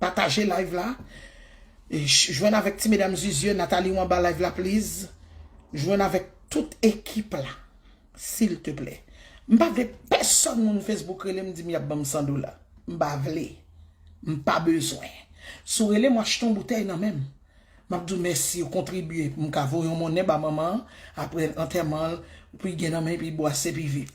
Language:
Haitian Creole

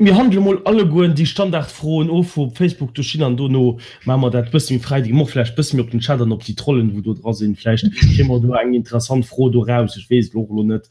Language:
Luxembourgish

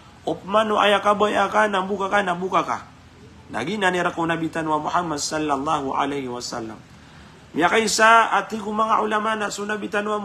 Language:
Maranao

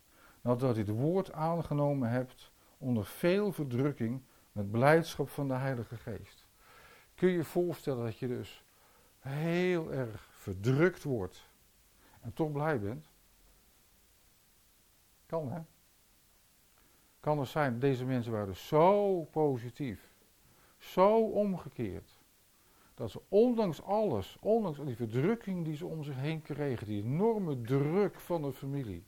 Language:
Dutch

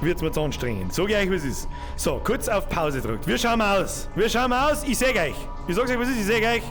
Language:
Bavarian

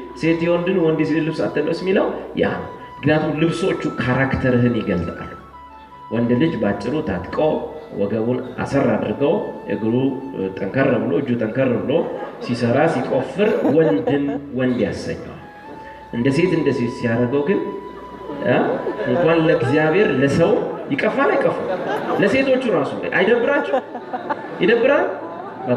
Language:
Amharic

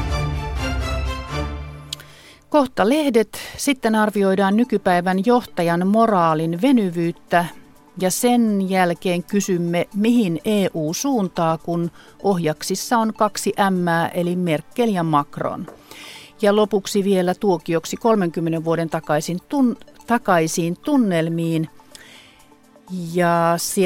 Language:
Finnish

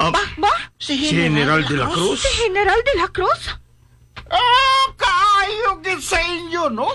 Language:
Hiligaynon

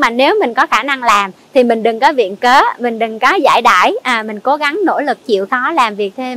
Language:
Vietnamese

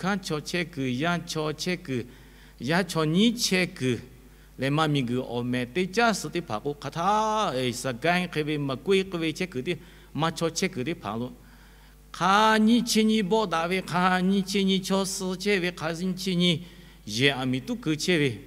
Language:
Lahu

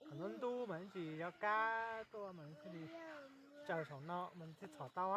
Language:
Hmong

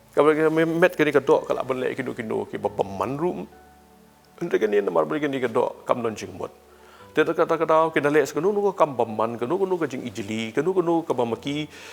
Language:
Khasi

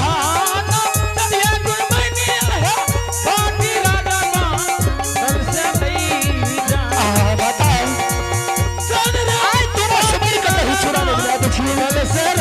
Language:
Angika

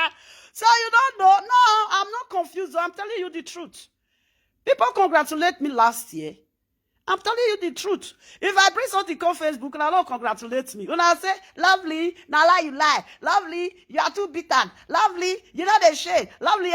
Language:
Nigerian Pidgin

